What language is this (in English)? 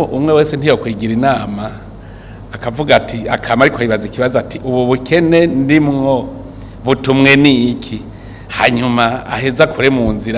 Rundi